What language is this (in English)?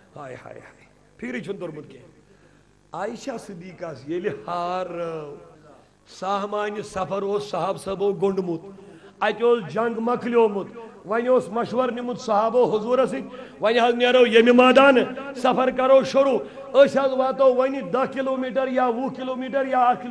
Kashmiri